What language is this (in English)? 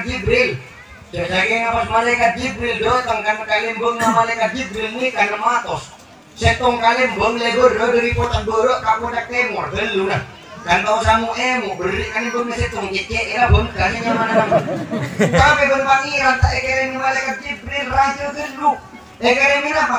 Madurese